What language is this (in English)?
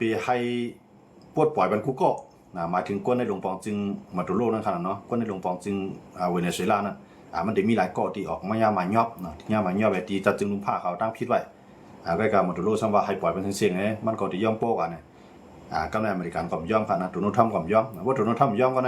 Shan